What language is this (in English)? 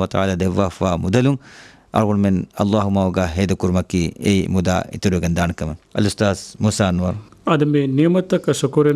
Divehi